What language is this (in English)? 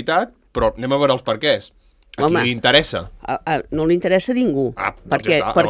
Catalan